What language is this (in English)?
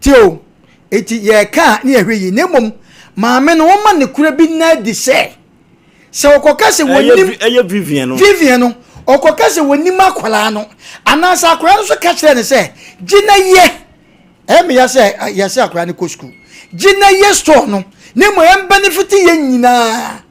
Akan